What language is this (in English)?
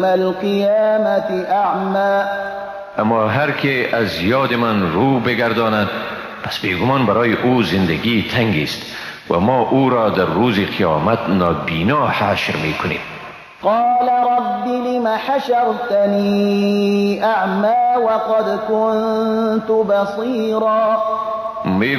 Persian